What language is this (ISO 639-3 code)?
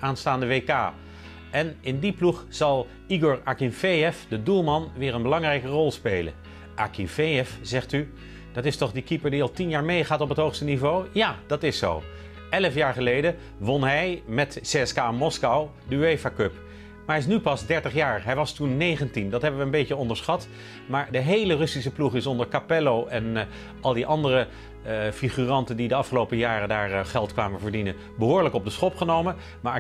nld